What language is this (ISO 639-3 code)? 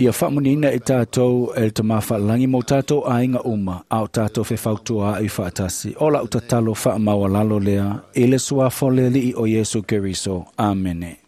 smo